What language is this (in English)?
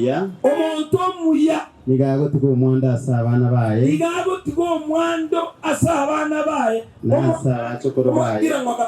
Gusii